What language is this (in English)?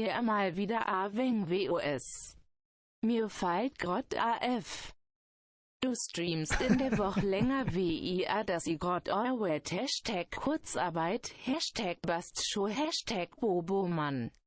Bavarian